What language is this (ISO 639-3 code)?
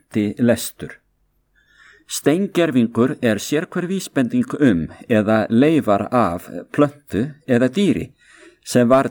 isl